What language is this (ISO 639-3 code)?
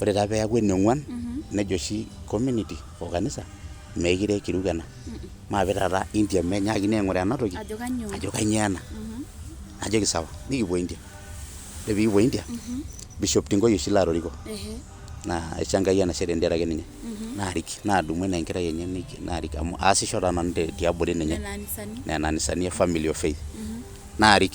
mas